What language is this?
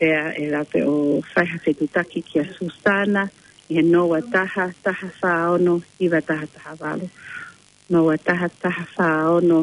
Tongan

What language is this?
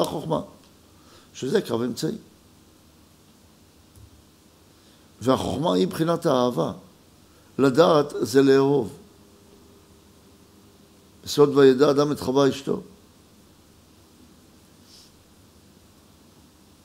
Hebrew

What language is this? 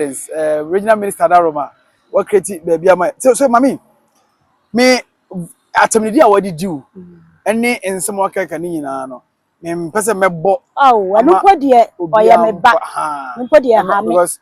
Akan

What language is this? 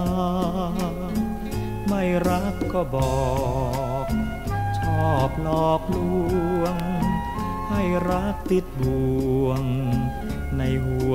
Thai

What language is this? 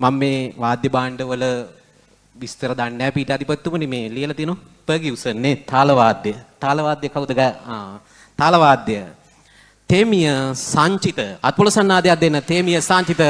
Sinhala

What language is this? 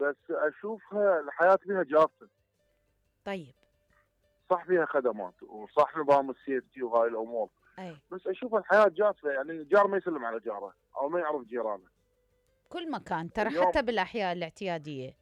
Mesopotamian Arabic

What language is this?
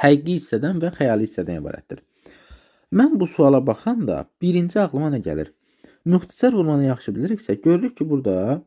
Azerbaijani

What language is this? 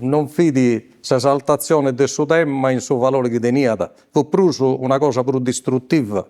Sardinian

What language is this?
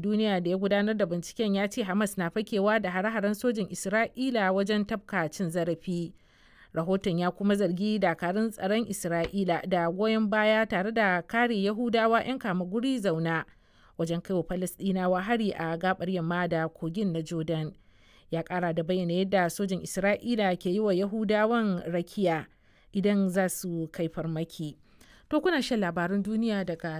Hausa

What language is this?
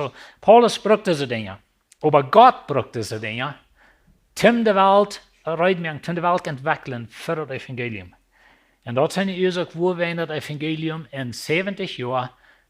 Plautdietsch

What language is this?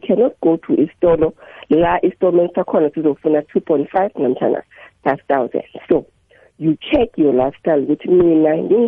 South Ndebele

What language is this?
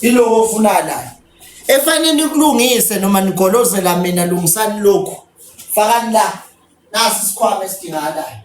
Zulu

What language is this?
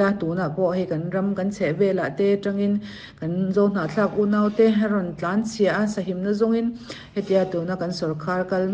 Mizo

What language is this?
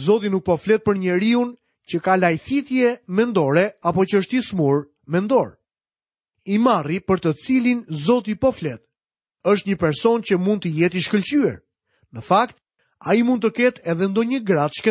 Albanian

